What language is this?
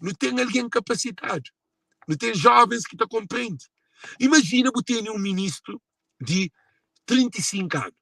Kabuverdianu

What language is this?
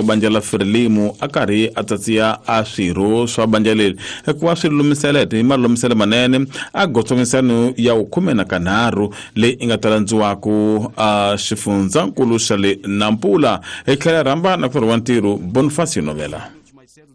Tsonga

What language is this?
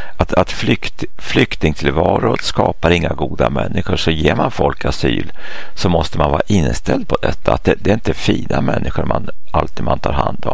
Swedish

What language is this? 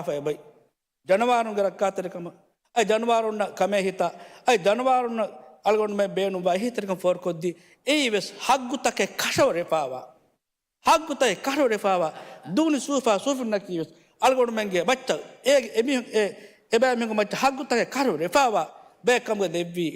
Divehi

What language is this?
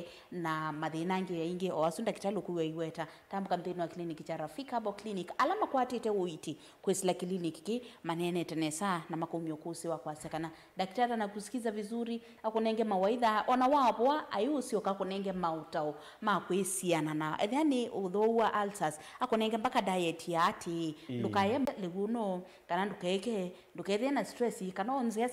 Kamba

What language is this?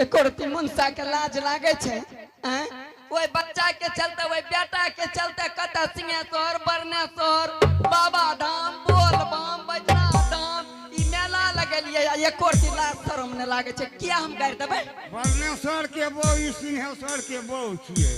Angika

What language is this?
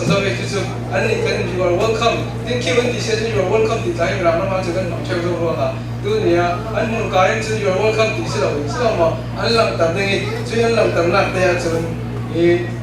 Falam Chin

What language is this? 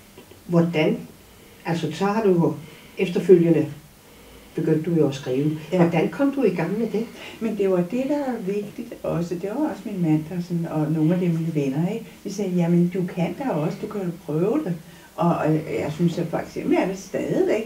Danish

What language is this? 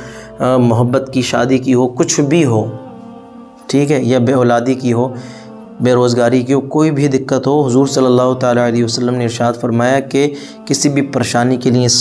Urdu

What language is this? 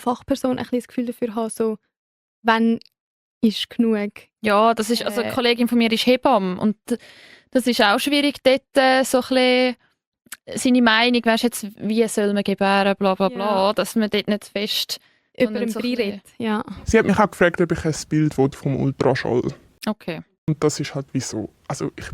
Swiss German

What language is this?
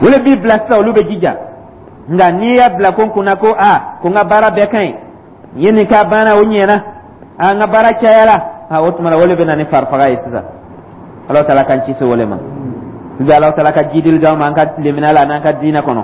Dyula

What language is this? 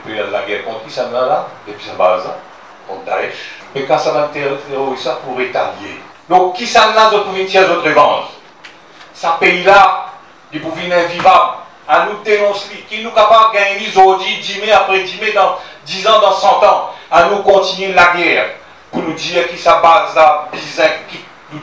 Morisyen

